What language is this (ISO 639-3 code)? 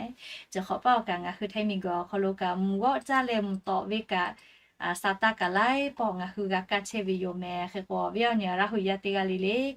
lhu